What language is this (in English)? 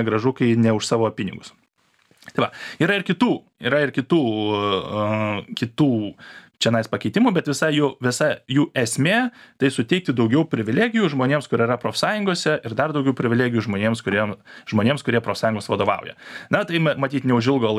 Lithuanian